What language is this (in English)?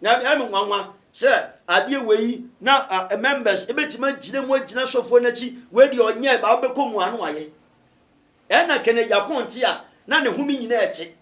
Akan